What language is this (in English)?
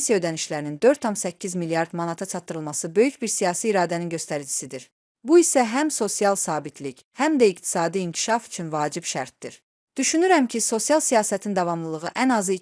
Azerbaijani